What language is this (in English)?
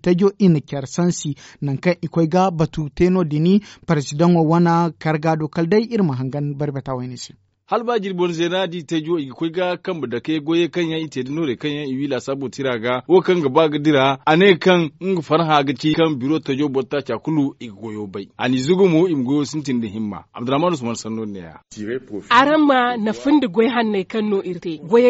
Zarma